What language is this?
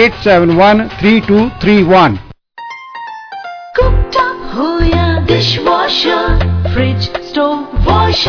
Punjabi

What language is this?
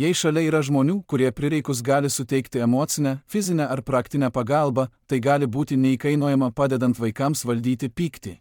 Lithuanian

